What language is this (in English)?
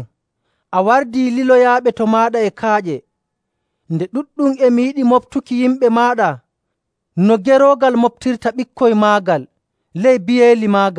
Nigerian Fulfulde